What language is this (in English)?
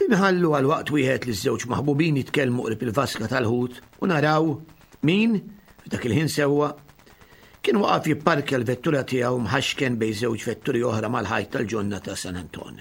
Maltese